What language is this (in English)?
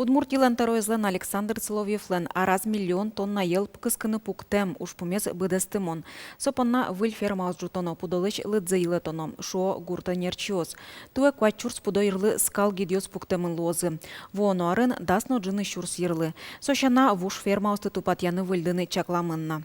Udmurt